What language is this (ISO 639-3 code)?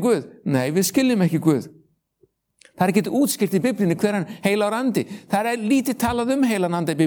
isl